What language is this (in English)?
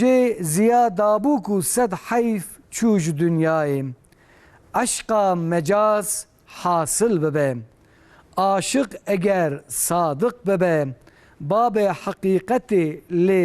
Kurdish